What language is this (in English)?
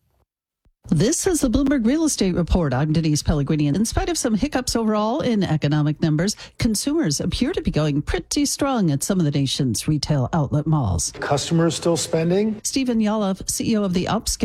English